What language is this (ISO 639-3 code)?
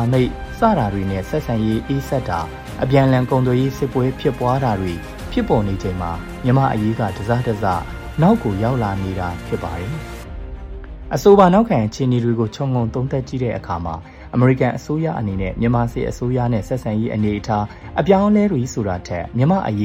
mya